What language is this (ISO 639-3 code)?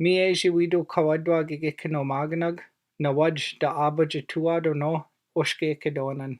ciw